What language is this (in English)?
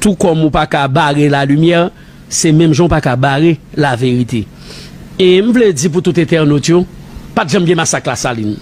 Haitian Creole